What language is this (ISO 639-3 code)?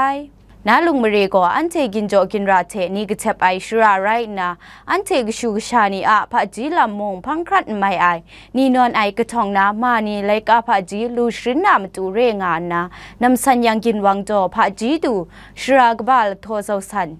kac